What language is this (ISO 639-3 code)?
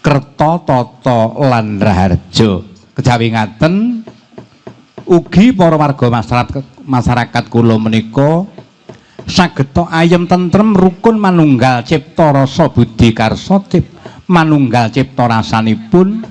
jav